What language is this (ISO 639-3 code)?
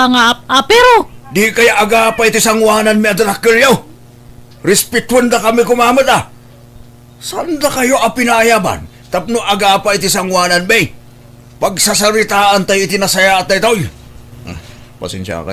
ilo